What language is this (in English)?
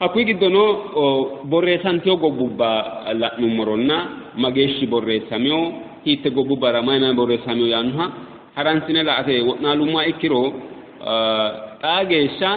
Sidamo